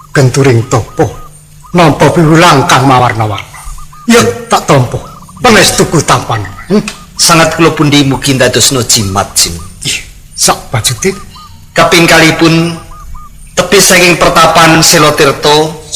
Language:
Javanese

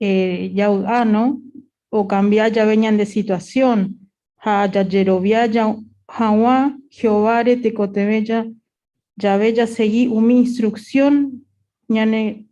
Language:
Guarani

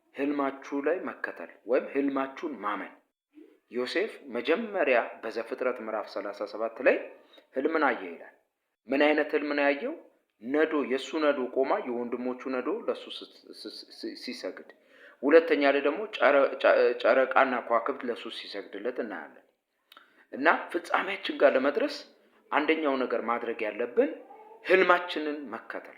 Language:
Amharic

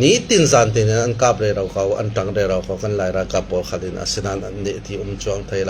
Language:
Falam Chin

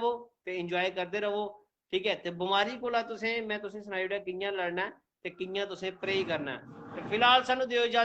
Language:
Dogri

